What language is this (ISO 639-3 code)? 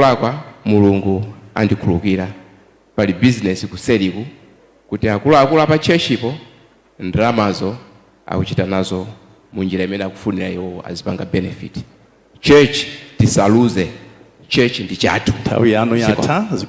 nya